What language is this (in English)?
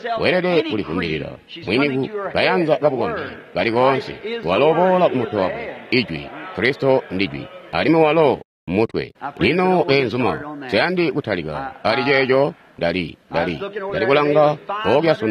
Tonga (Zambia)